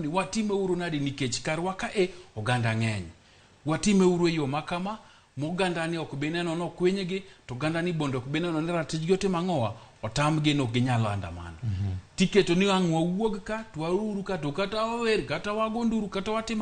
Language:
Luo (Kenya and Tanzania)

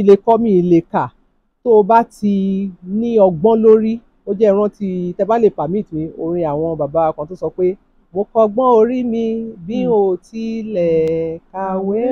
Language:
Yoruba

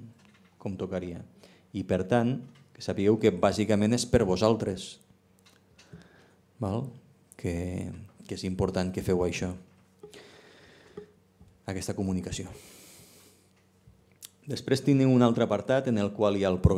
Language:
Catalan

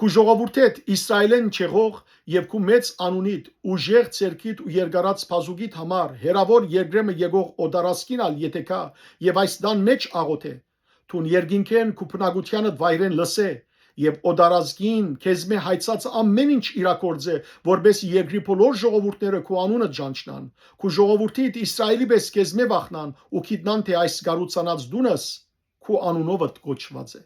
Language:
Western Armenian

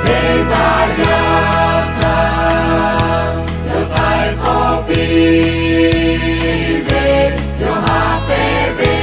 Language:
Lahu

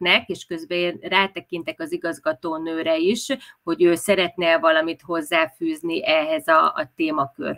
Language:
Hungarian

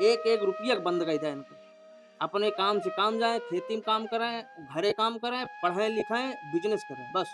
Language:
Awadhi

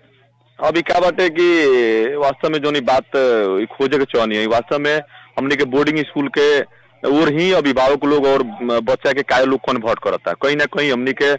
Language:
Bhojpuri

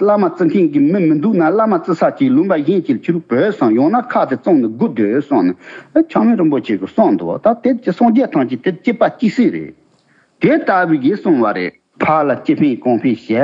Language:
Tibetan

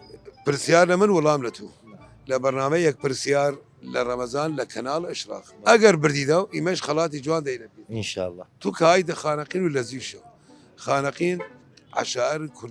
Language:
Southern Kurdish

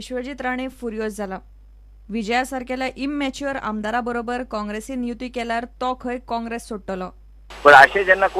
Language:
Konkani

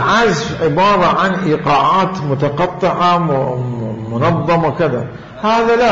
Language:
Mesopotamian Arabic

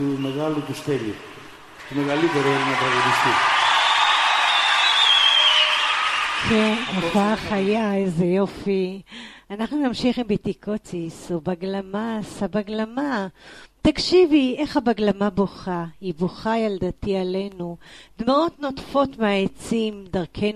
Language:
Hebrew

